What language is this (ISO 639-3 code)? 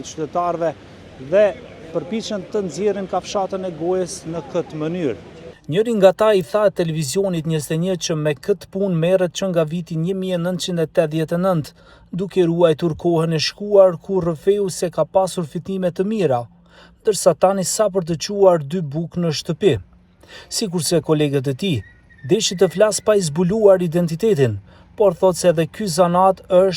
sqi